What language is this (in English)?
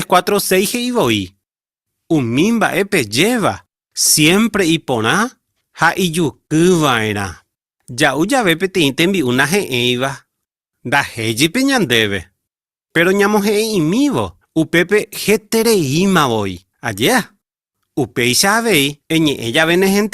Guarani